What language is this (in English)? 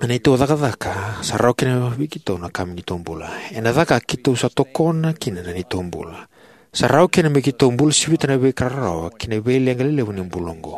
Fijian